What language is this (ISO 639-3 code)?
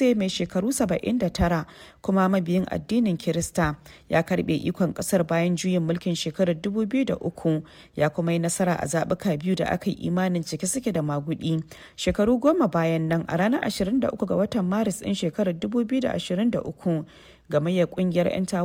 hau